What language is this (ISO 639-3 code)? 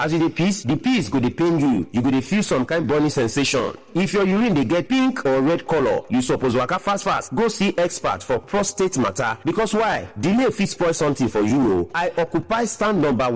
pcm